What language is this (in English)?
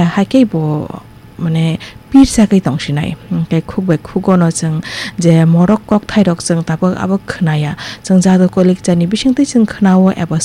Kok Borok